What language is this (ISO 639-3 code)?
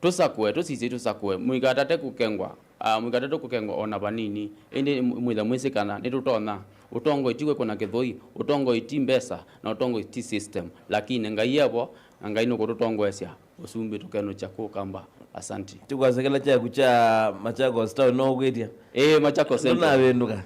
kam